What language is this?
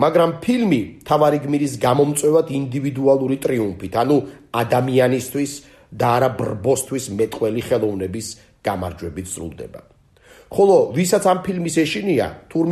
Georgian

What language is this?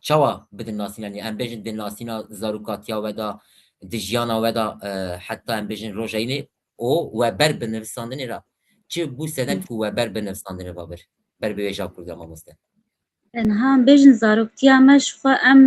Kurdish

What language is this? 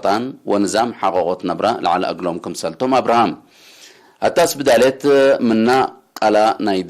Tigre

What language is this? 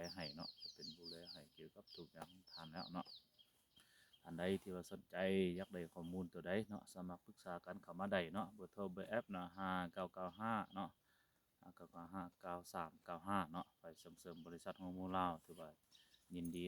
Lao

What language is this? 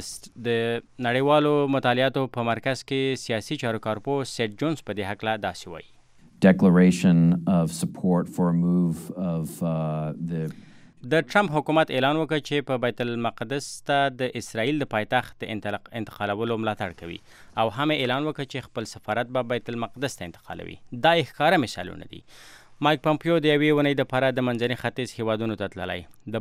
Pashto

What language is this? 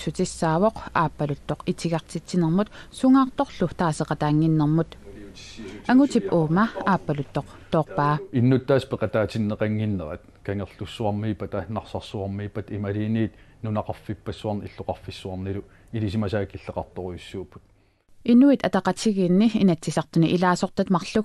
Kalaallisut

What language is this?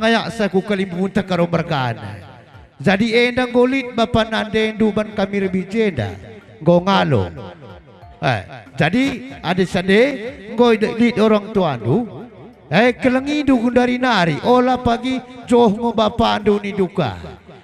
Batak Karo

